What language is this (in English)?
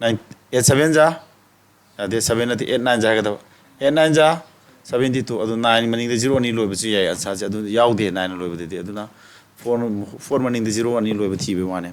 Manipuri